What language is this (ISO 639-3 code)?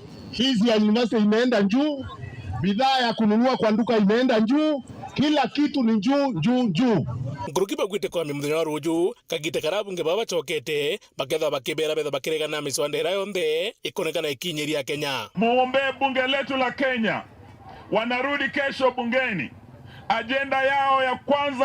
mer